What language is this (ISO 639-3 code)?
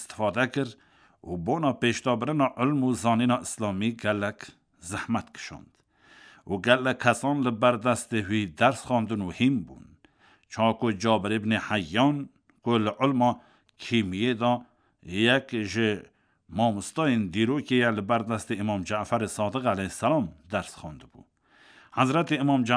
kur